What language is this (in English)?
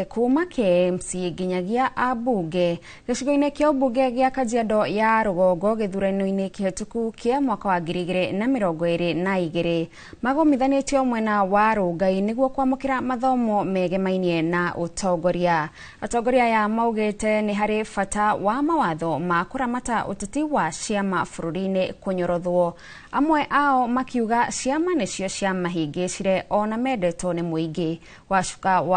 Kikuyu